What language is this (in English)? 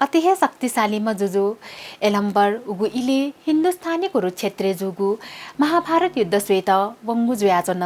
Newari